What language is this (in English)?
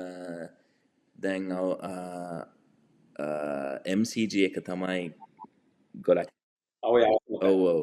Sinhala